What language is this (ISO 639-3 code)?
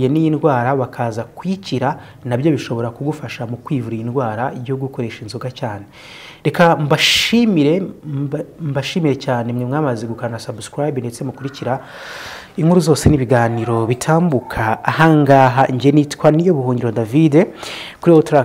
kin